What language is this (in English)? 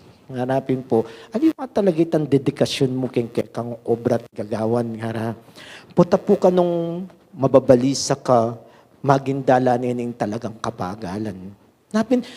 Pampanga